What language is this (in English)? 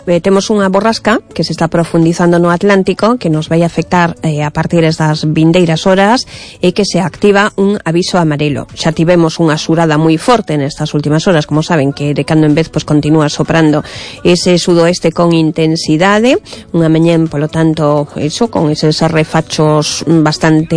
Galician